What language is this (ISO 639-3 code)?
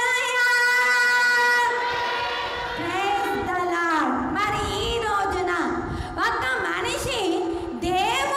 tel